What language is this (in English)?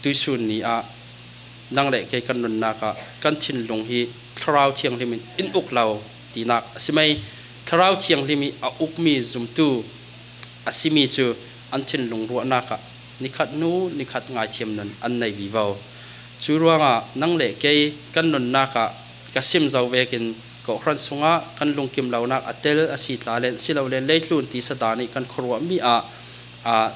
Falam Chin